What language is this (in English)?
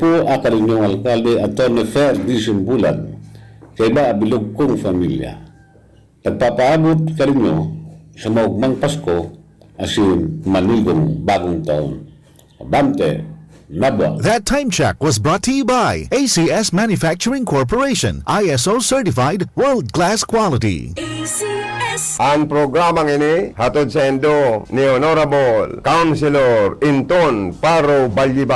Bikol